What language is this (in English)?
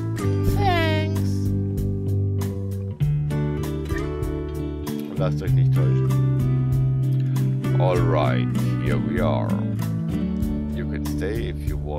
German